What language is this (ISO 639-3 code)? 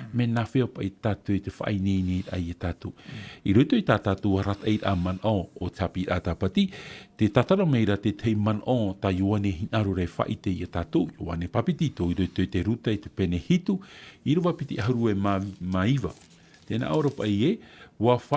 tah